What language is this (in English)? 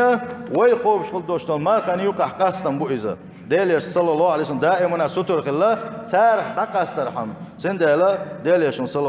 Chechen